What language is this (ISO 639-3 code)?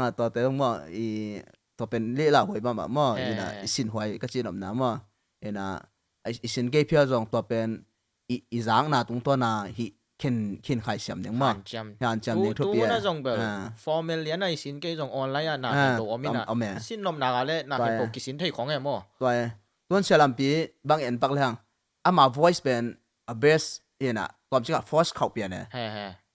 ctd